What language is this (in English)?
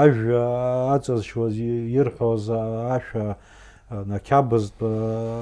Abkhazian